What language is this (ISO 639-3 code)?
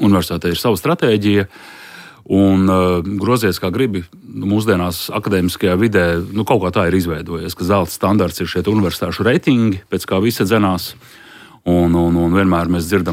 lav